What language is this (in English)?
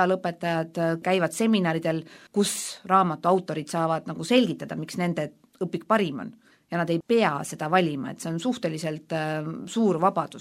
Estonian